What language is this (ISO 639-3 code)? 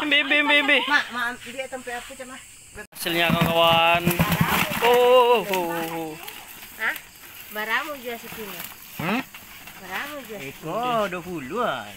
min